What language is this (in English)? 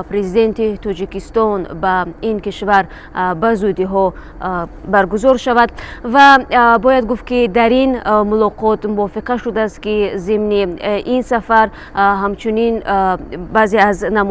Tajik